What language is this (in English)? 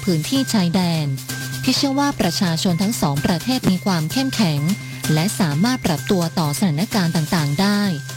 Thai